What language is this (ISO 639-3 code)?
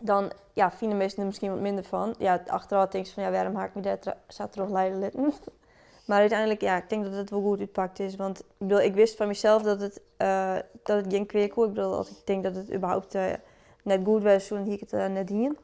fry